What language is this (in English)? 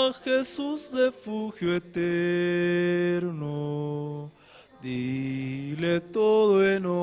Aymara